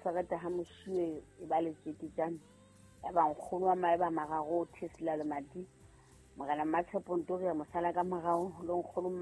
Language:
Southern Sotho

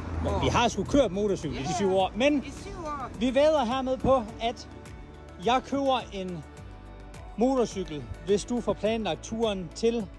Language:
Danish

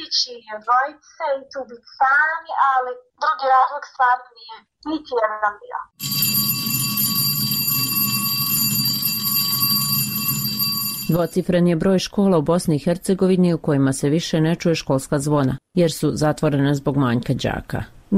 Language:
Bosnian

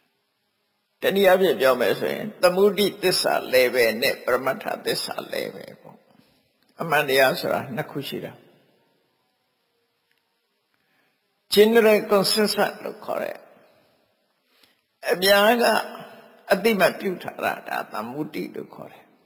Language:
Burmese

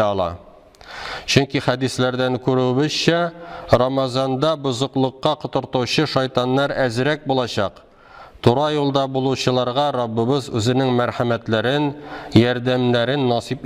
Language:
Tatar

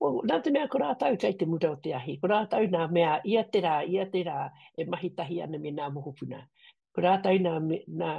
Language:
Māori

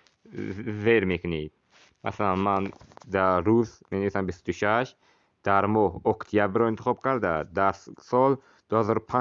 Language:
Tajik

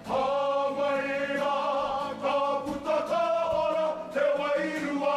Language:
Māori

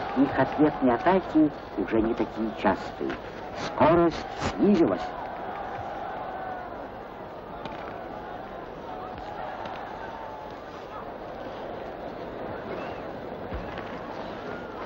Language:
Russian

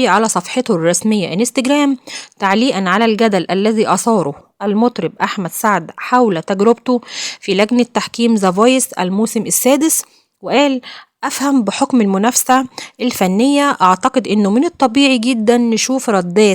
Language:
Egyptian Arabic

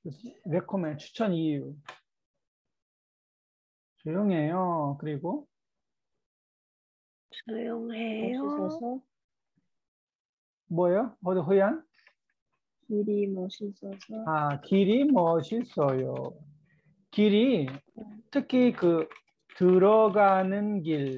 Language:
Korean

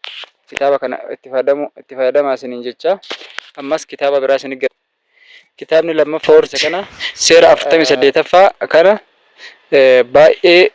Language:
Oromo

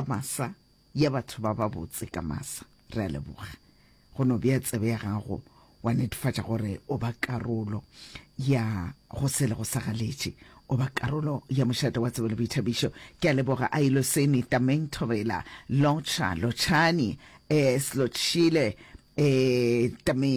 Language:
Northern Sotho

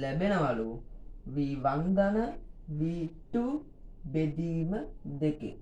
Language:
Sinhala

